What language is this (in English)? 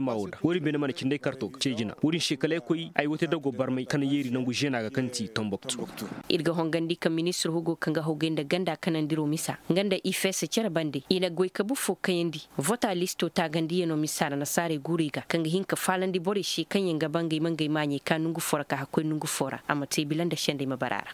Koyraboro Senni